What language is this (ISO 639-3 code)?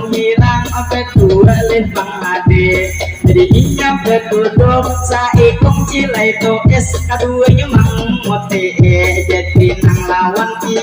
bjn